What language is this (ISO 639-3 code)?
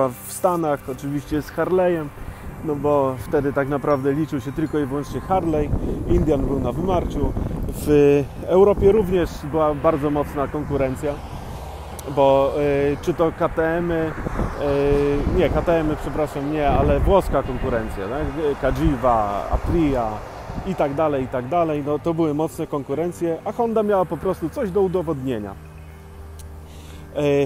pol